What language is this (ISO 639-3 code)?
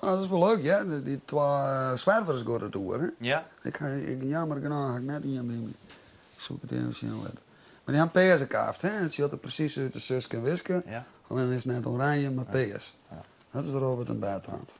fry